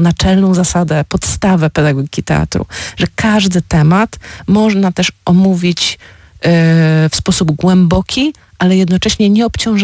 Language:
Polish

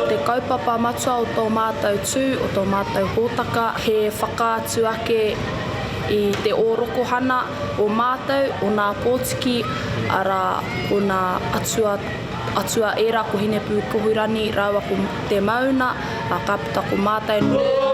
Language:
Māori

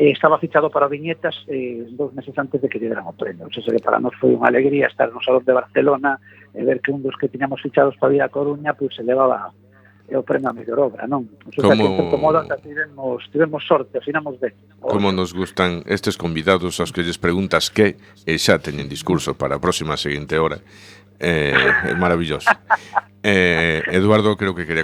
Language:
Galician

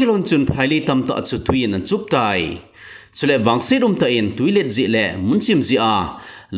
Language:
Thado Chin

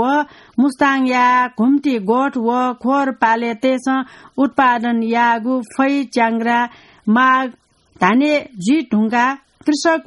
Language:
Newari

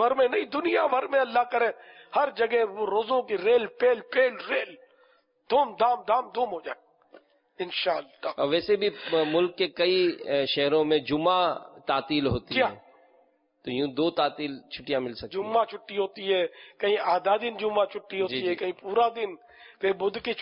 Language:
Urdu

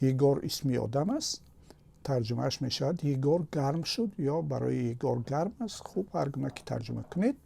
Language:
Tajik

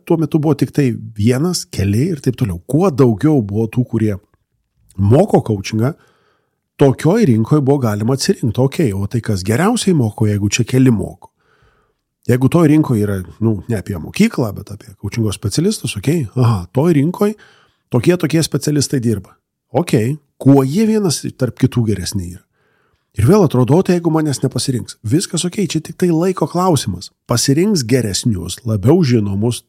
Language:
Lithuanian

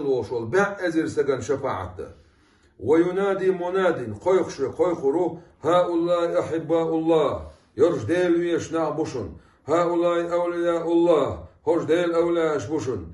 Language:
Chechen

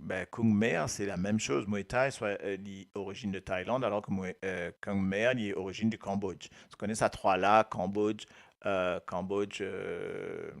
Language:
Morisyen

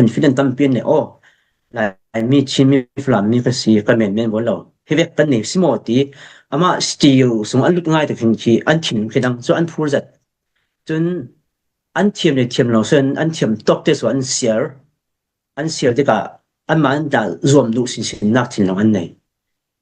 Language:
Falam Chin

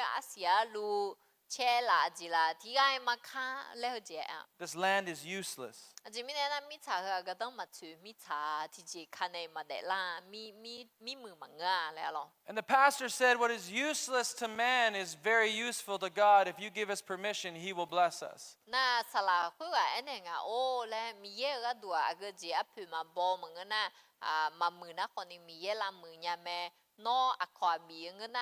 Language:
Akha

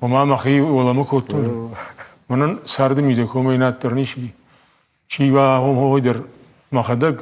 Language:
Ossetic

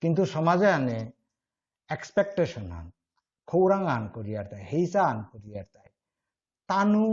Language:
Bishnupriya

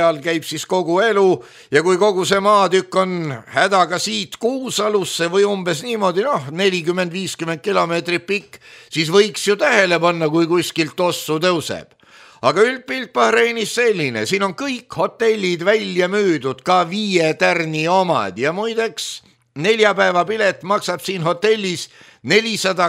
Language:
Estonian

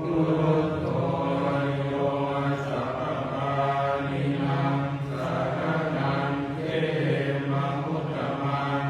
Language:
Pali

